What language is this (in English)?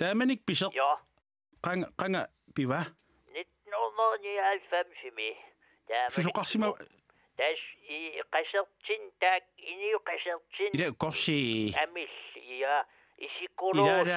Kalaallisut